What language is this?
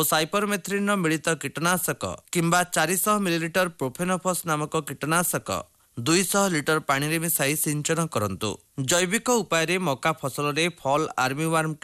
Odia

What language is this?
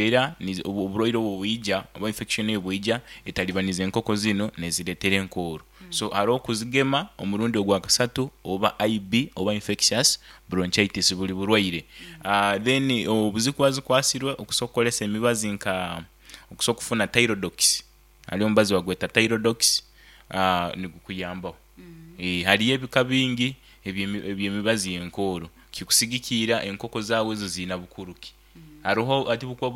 Nyankole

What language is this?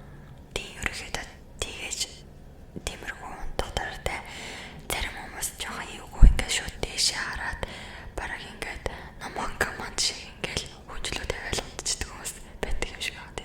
Mongolian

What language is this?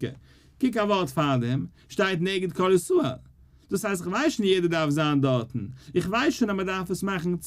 Yiddish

